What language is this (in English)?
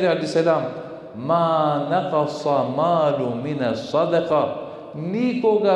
Balkan Romani